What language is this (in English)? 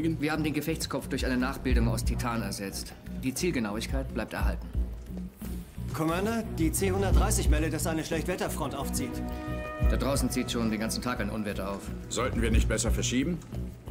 German